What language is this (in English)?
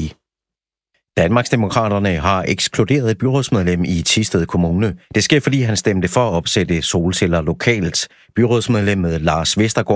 Danish